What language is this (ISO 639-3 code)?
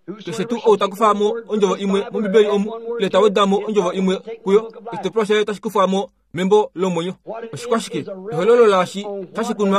kua